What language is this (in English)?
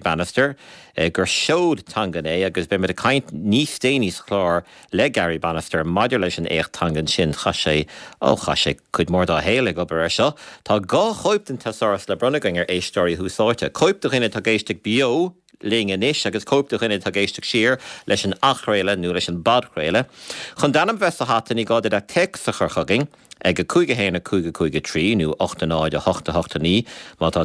Irish